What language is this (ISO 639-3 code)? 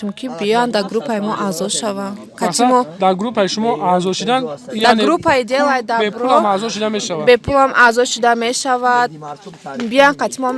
tgk